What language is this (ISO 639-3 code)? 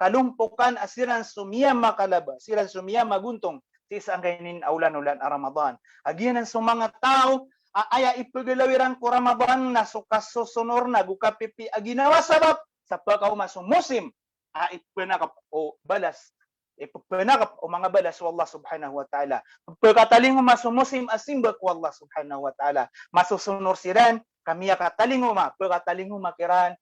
mrw